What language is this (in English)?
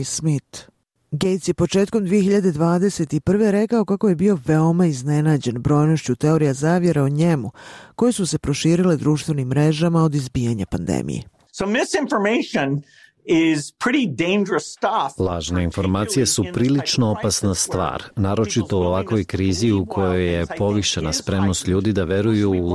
Bosnian